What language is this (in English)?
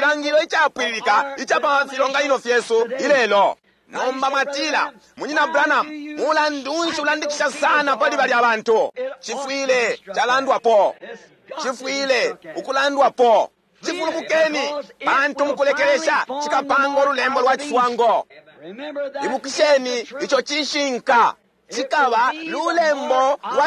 Bemba